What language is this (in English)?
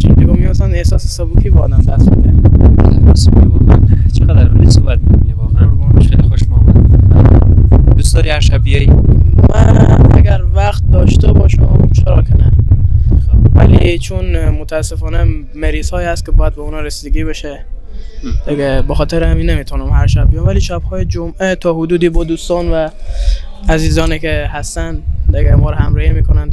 Persian